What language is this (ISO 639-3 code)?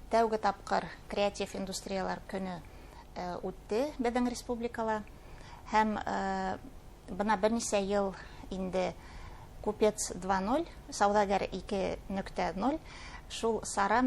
bak